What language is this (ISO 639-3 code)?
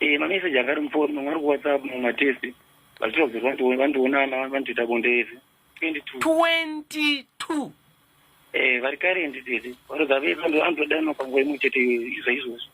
sna